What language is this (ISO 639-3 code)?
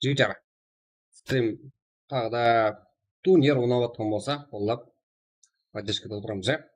kaa